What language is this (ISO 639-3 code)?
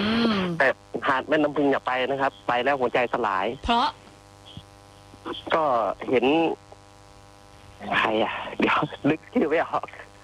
tha